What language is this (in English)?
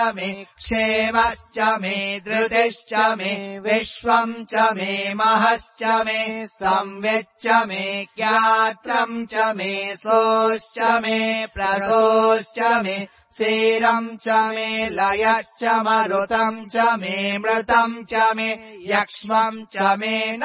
Sanskrit